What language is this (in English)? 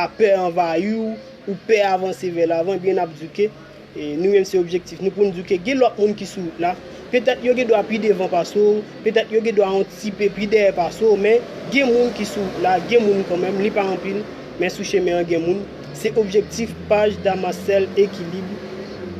Haitian Creole